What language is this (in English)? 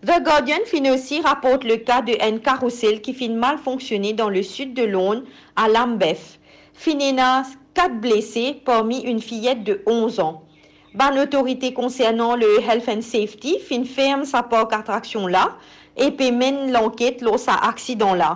Morisyen